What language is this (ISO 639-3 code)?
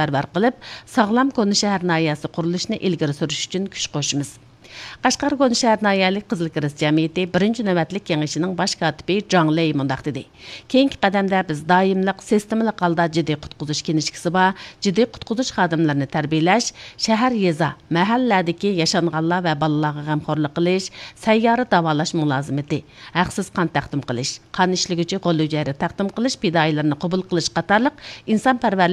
uig